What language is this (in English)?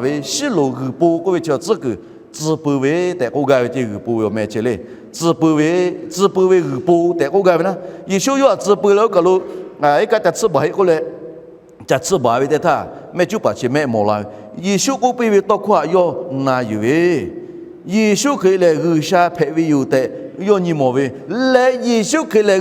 Lahu